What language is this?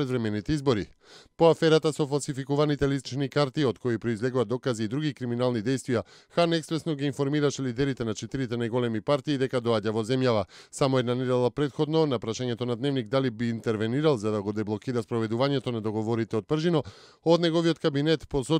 Macedonian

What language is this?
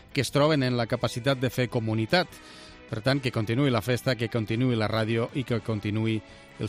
Catalan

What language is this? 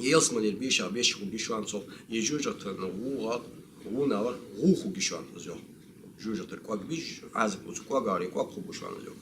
Ingush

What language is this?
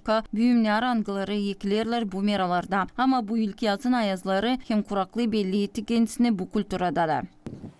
Gagauz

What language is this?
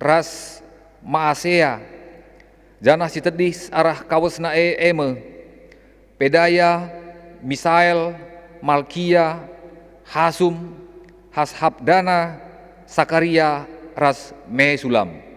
Batak Karo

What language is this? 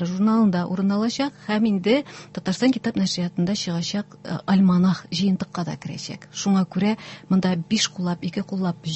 Tatar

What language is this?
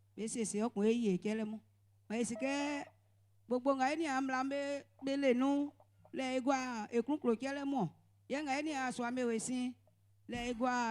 Baoulé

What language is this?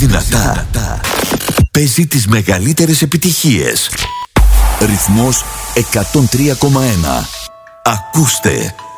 Greek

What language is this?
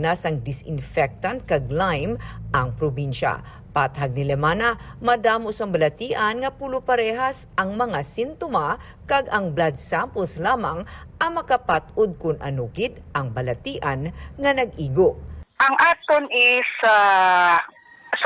Hiligaynon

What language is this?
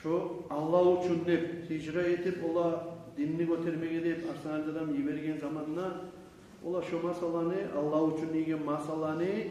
Kumyk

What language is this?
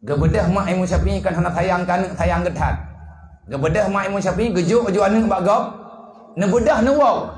Achinese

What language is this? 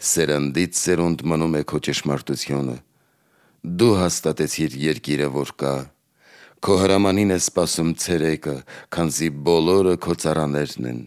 Armenian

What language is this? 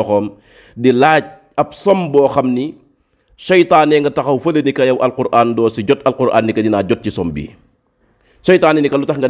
Wolof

